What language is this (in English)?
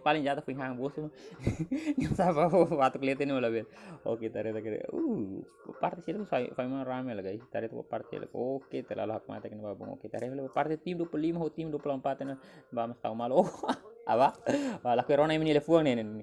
Tetum